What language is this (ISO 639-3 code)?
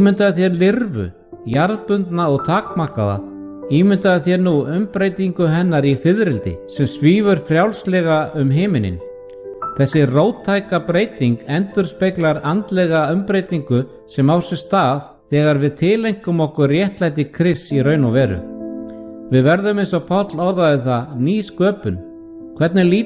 isl